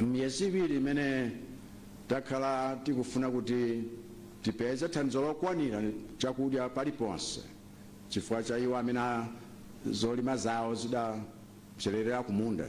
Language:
Nyanja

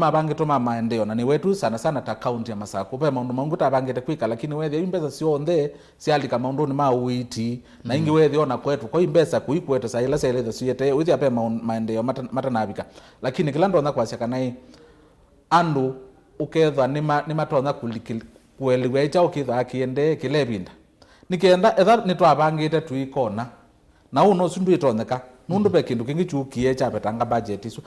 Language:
Kamba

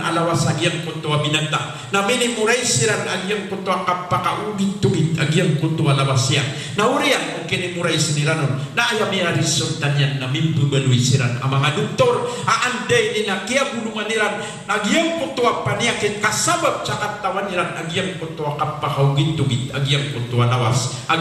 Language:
Maranao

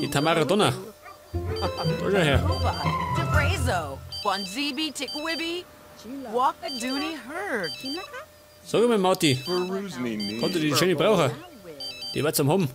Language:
Bavarian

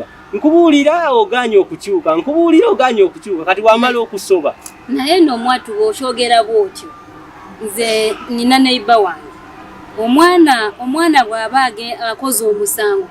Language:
Ganda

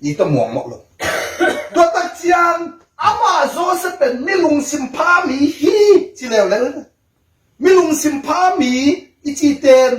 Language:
Tedim Chin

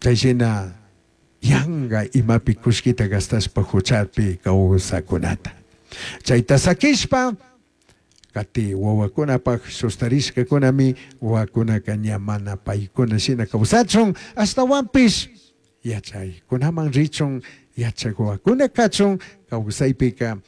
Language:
Chimborazo Highland Quichua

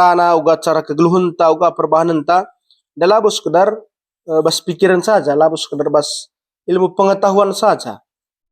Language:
Batak Karo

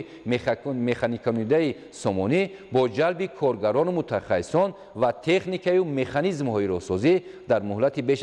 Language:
Tajik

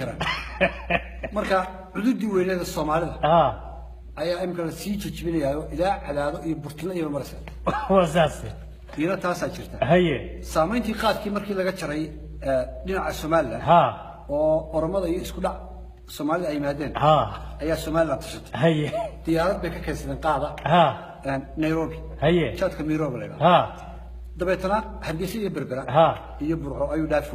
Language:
Somali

